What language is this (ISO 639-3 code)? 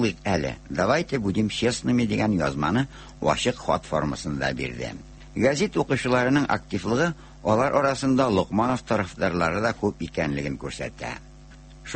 tat